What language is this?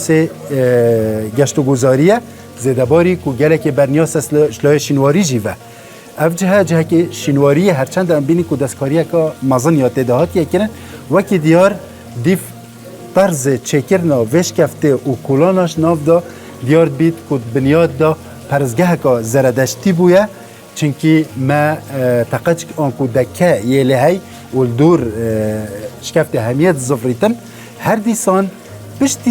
Kurdish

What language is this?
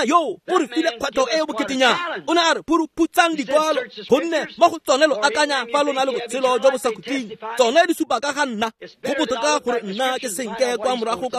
Tswana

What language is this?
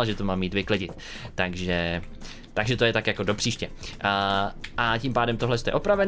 Czech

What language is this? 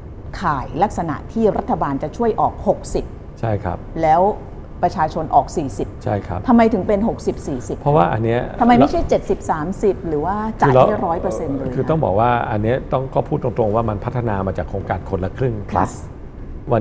Thai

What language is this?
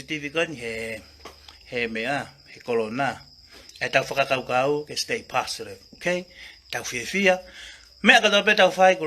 Tongan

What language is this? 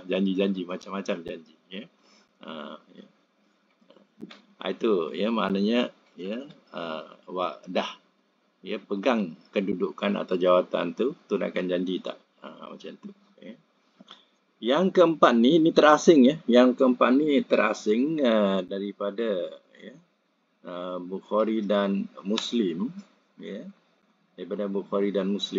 Malay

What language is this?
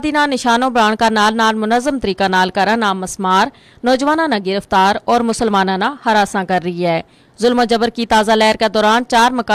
Gujari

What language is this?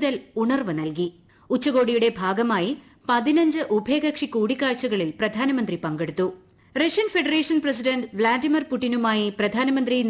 Malayalam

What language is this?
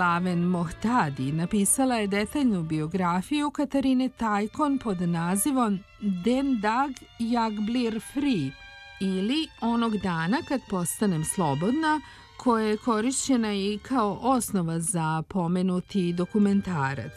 Serbian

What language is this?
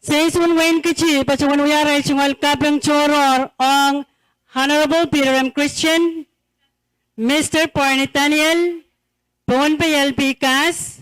Pohnpeian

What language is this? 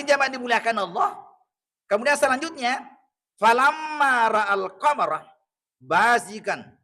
Buginese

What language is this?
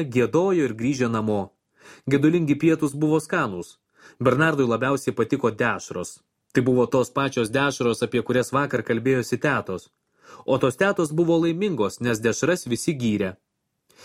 Lithuanian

